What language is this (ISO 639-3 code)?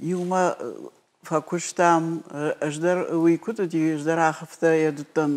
oss